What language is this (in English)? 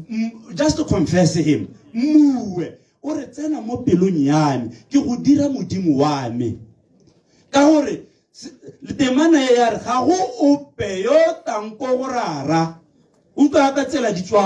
Tswana